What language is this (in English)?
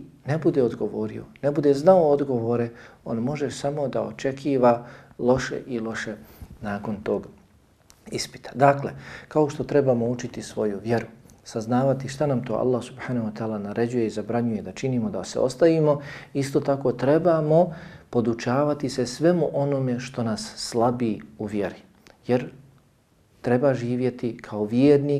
Bosnian